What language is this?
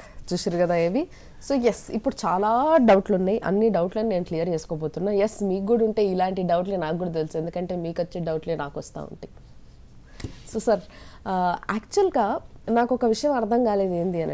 Telugu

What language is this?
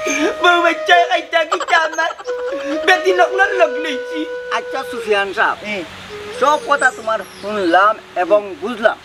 Sylheti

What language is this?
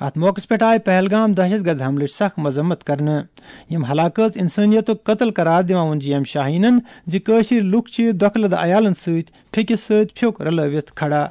Kashmiri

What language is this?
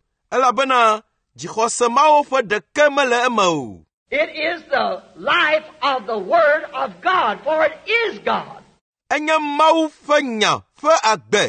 Ewe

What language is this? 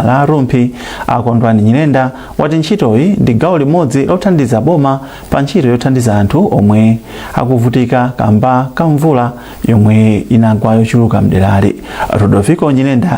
Nyanja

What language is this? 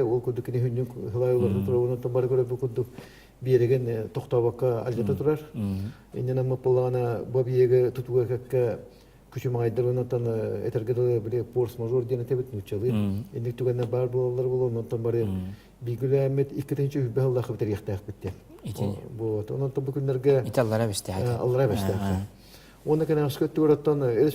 Yakut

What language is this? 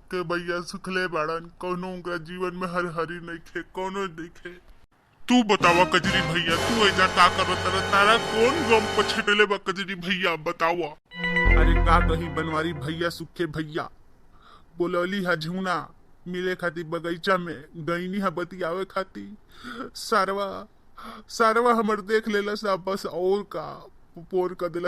Bhojpuri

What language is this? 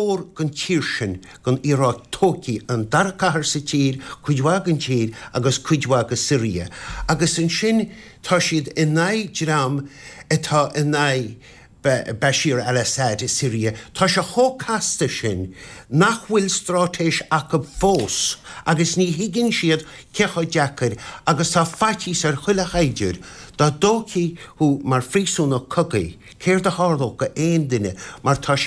Irish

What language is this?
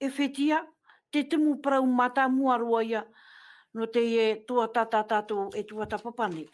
Tahitian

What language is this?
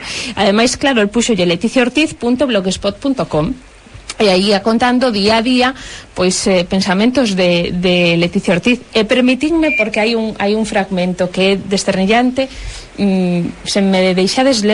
Galician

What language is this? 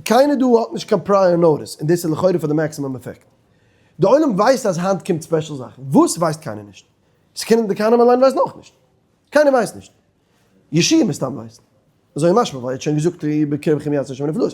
Yiddish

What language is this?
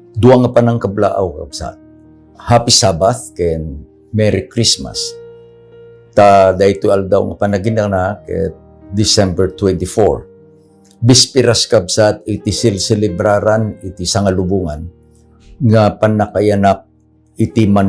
Iloko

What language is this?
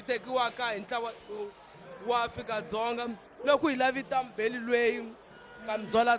Tsonga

